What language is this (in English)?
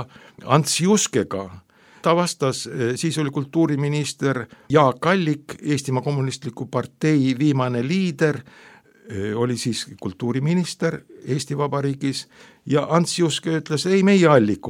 Estonian